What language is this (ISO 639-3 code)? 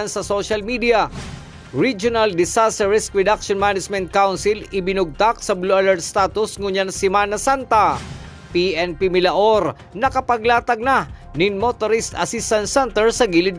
bik